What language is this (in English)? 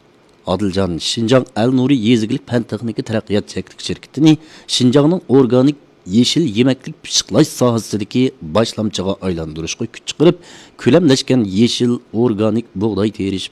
Uyghur